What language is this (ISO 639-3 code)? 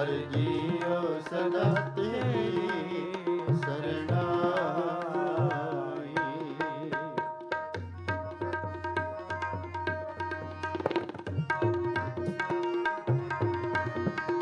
pan